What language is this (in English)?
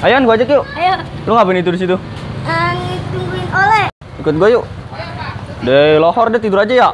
Betawi